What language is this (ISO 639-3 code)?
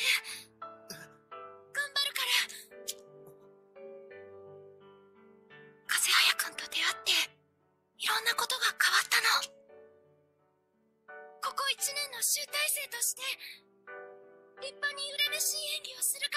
jpn